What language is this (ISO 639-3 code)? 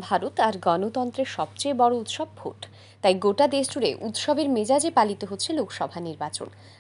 ben